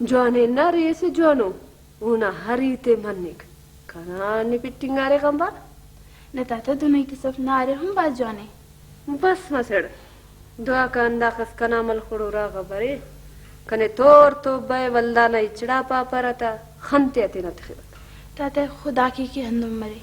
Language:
Brahui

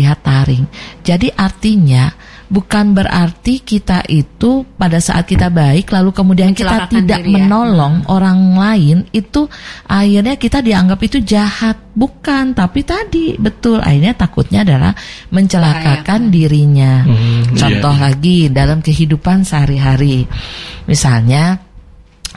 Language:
Indonesian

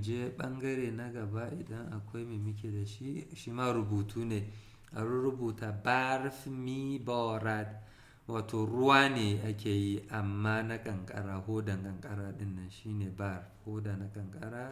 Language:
Hausa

